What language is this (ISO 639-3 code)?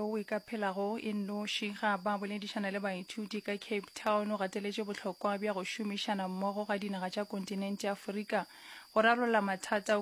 nso